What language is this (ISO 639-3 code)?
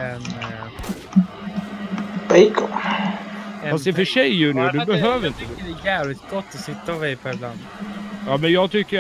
swe